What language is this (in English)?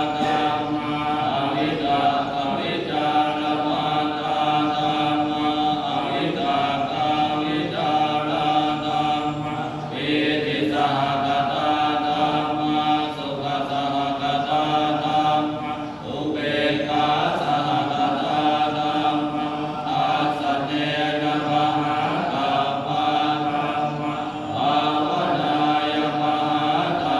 Pali